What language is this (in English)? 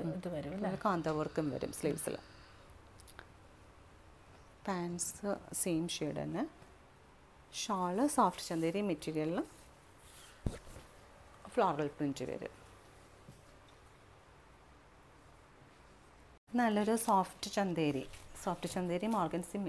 Malayalam